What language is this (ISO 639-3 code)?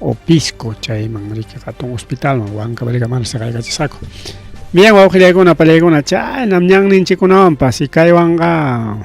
quy